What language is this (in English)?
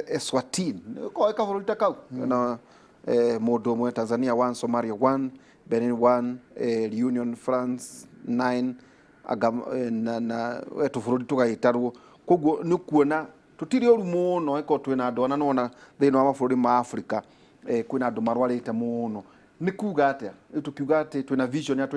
Kikuyu